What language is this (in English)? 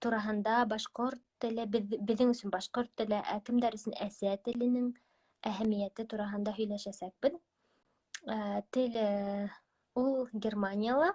Bashkir